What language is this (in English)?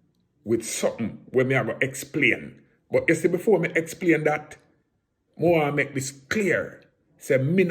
Jamaican Creole English